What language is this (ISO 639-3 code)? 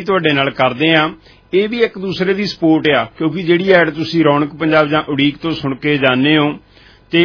pan